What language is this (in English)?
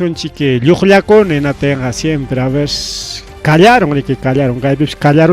Ayacucho Quechua